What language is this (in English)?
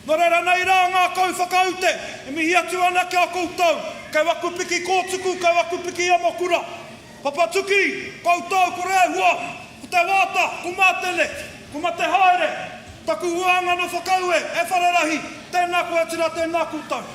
Māori